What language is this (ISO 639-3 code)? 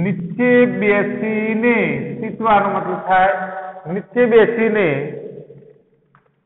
guj